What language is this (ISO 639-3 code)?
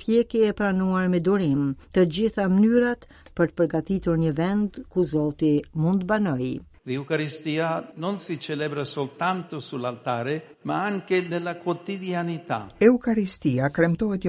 sqi